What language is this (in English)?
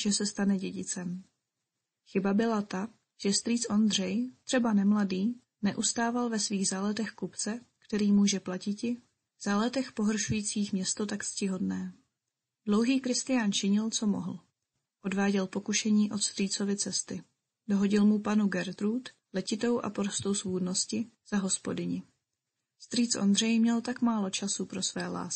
Czech